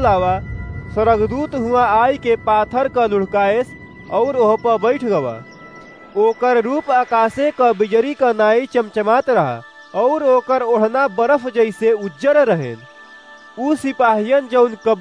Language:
Awadhi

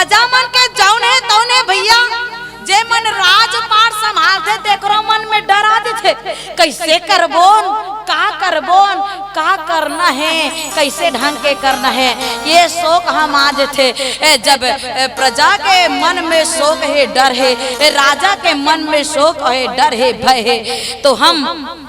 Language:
Chhattisgarhi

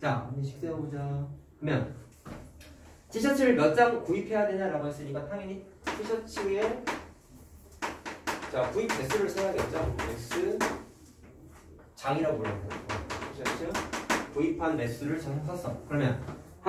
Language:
Korean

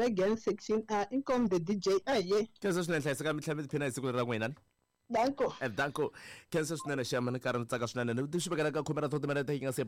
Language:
Tsonga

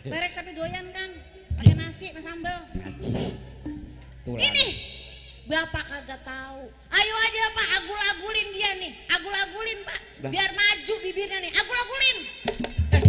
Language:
Betawi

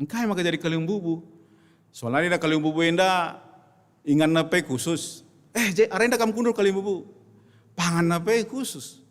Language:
Batak Karo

